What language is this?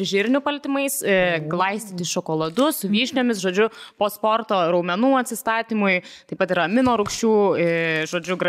Lithuanian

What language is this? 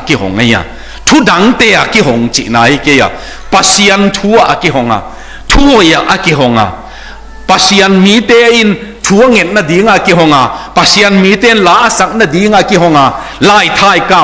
Tedim Chin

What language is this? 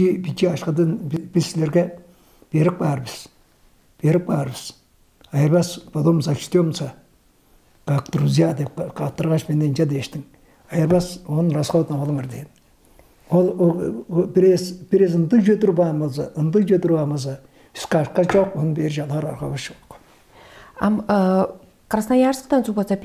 Tuvinian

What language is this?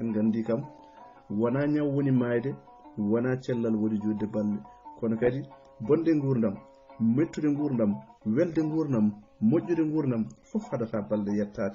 Fula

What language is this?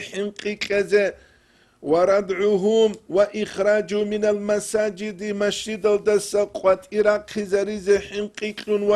Avaric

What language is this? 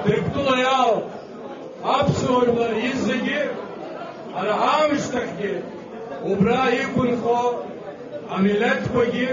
Abkhazian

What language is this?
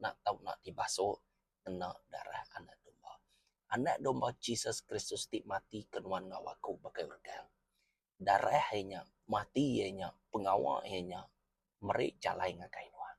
Iban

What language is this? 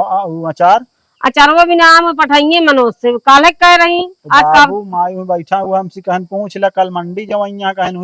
Awadhi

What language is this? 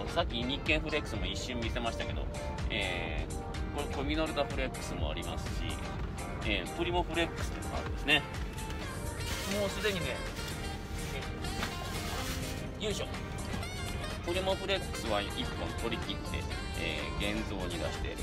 Japanese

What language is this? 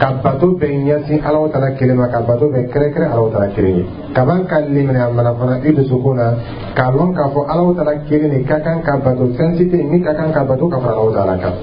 Dyula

